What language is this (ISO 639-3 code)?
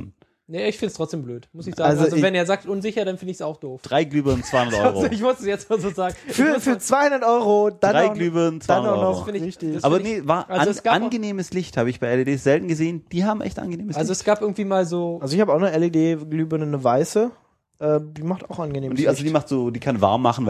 deu